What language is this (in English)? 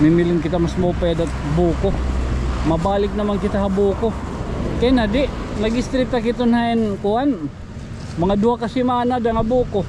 Waray